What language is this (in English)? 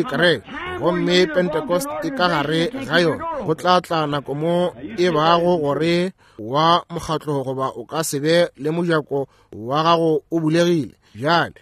Northern Sotho